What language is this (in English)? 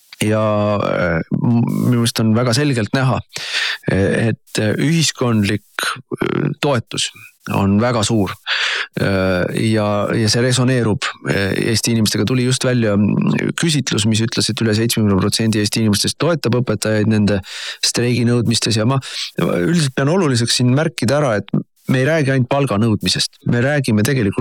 Estonian